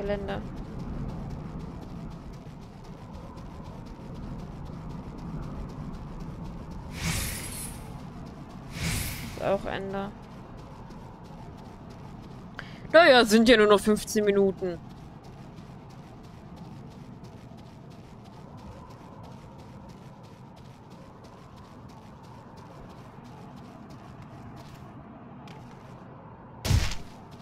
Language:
German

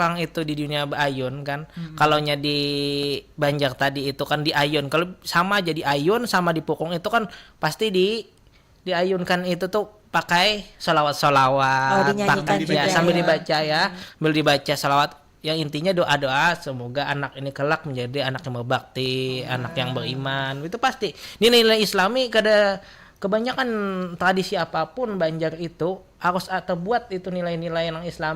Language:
Banjar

